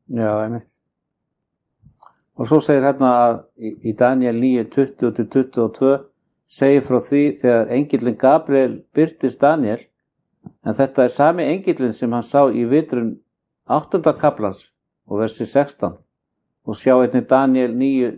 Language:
Icelandic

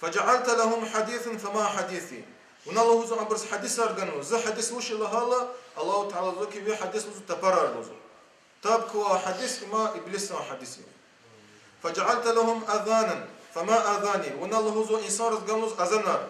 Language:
Lezghian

